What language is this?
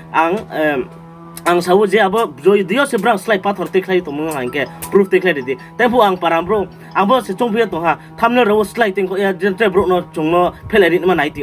Riang (India)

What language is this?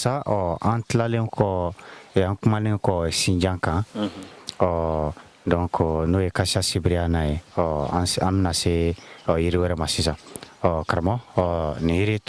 Bambara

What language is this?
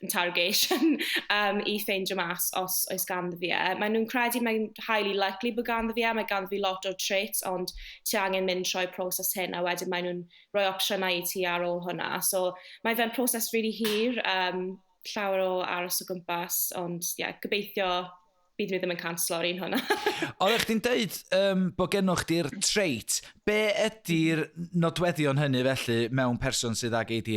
Welsh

